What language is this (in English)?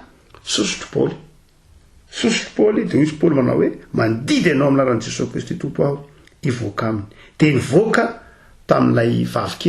Malagasy